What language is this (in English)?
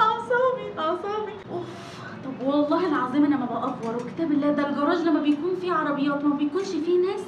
Egyptian Arabic